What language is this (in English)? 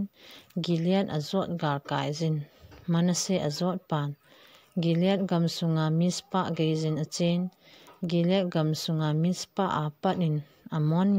Thado Chin